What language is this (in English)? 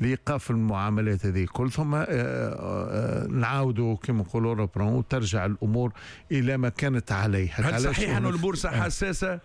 Tunisian Arabic